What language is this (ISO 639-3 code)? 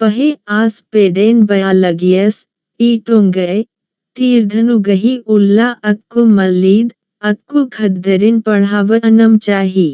kru